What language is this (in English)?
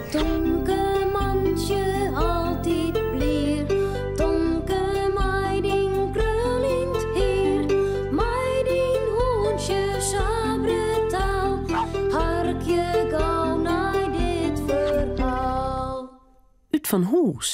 Western Frisian